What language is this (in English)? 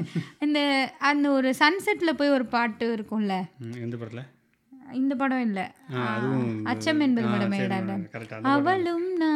Tamil